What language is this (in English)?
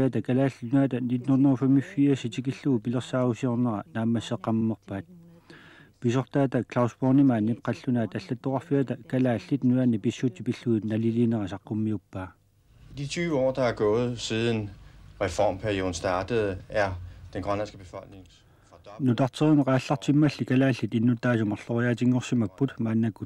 Kalaallisut